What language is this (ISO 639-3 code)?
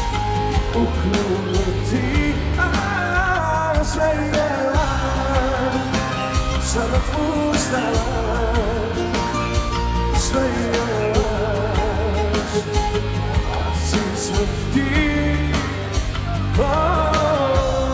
hrv